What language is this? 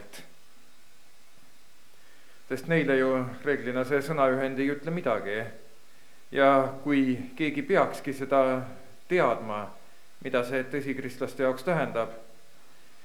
Estonian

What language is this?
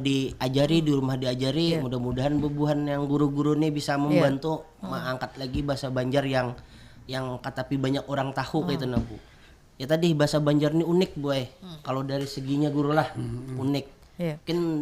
Banjar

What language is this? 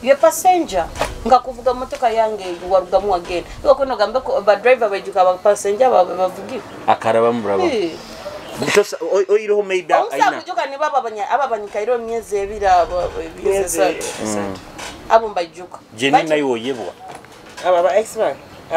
Nyoro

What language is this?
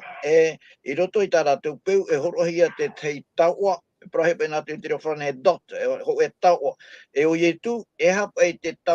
Tahitian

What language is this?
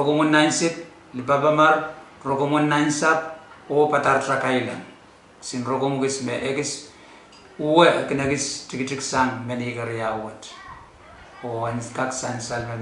Pohnpeian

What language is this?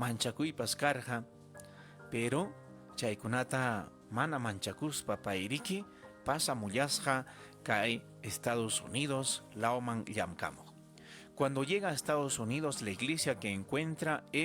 Ayacucho Quechua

